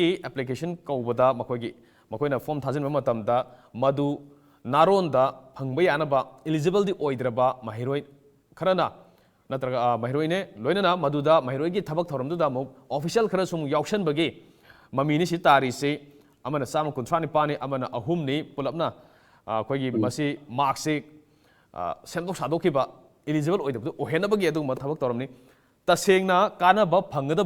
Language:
Manipuri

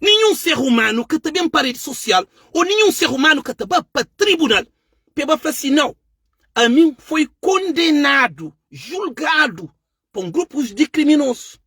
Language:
Kabuverdianu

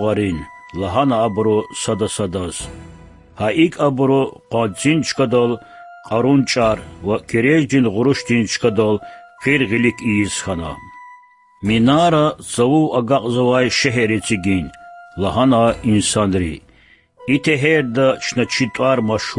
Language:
Lezghian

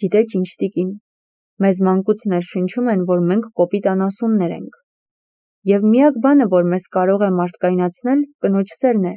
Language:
Armenian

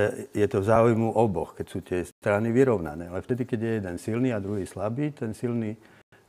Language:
Slovak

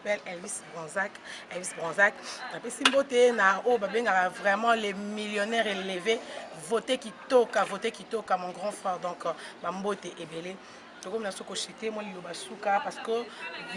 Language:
Lingala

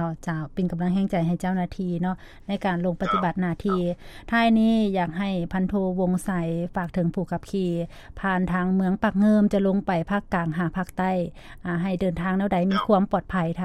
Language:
Lao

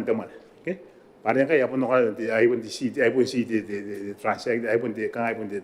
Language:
Gilbertese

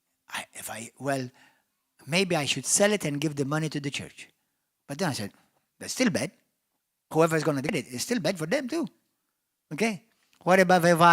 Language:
English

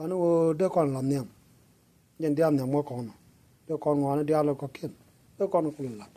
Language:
Nuer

